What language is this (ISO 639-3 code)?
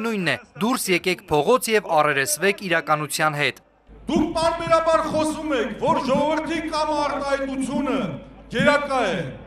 hye